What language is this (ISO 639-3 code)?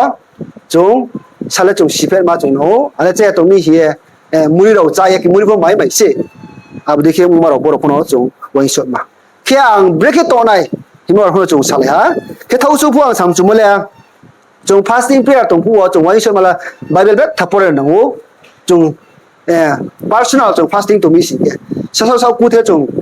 ria